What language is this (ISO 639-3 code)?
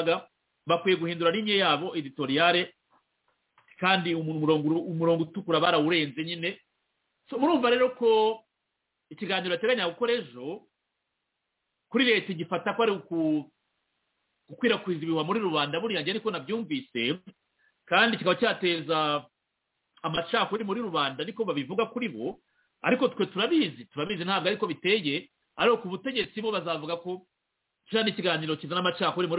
kin